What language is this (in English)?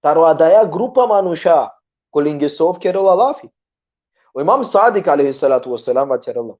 Balkan Romani